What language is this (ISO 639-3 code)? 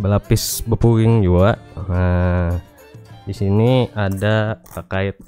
bjn